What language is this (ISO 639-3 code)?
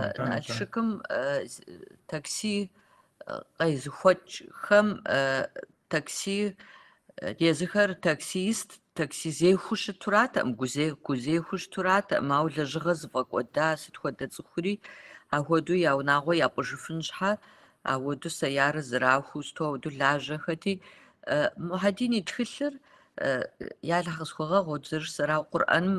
kbd